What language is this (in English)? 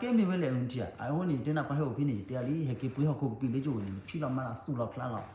S'gaw Karen